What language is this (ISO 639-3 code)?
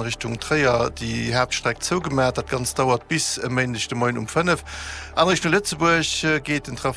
ltz